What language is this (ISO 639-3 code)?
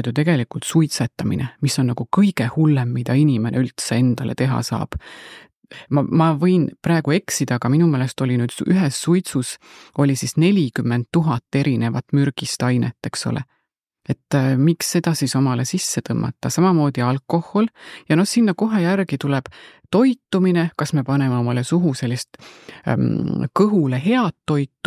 est